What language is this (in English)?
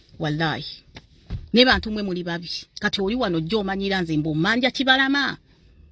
Ganda